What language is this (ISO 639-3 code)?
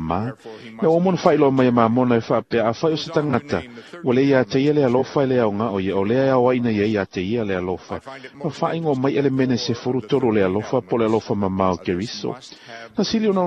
smo